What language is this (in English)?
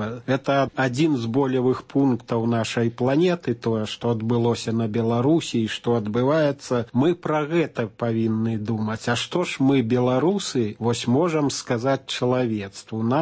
Belarusian